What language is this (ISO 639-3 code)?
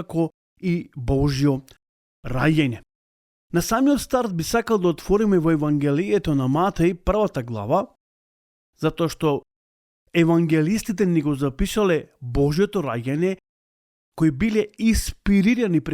mkd